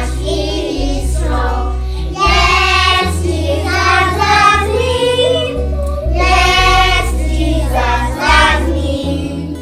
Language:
English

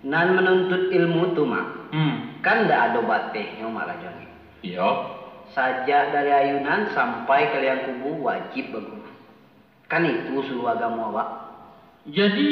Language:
Minangkabau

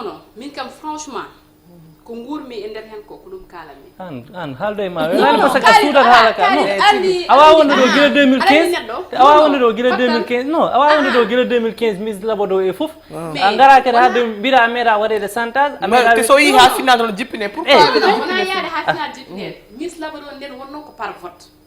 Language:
Fula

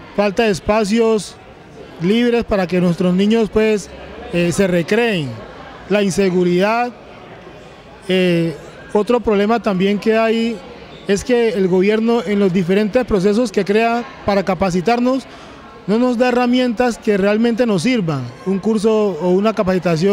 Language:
Spanish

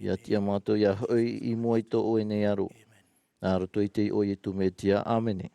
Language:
Tahitian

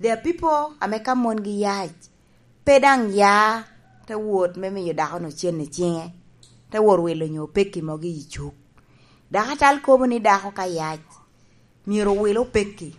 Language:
Lango (Uganda)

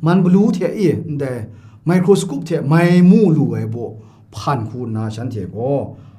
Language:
Kachin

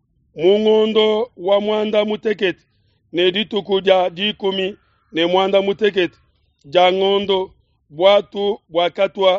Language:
Luba-Lulua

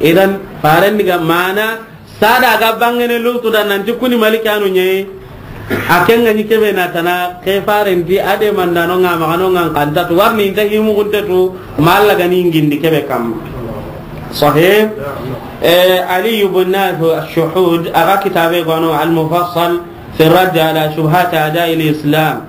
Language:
Soninke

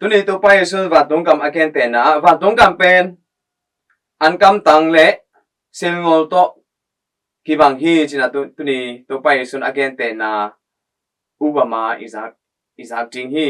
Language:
Tedim Chin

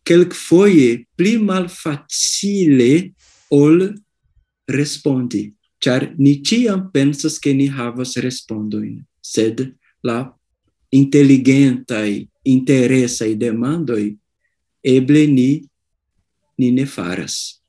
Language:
Esperanto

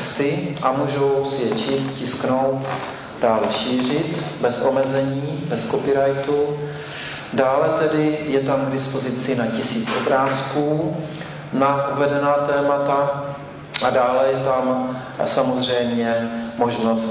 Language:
Czech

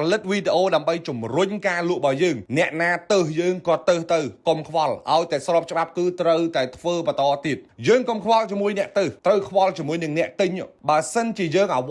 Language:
Khmer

